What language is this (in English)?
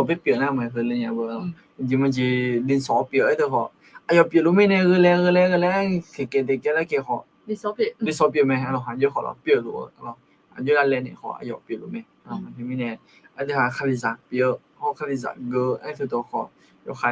Akha